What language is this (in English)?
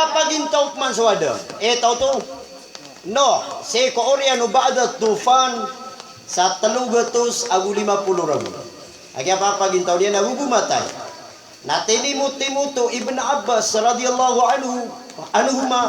Maranao